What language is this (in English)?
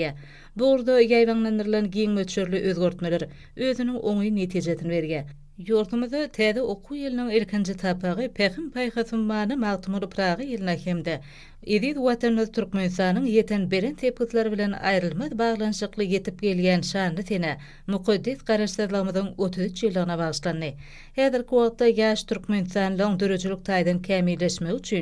Turkmen